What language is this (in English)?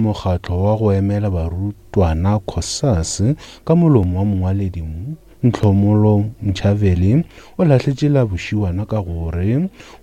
Northern Sotho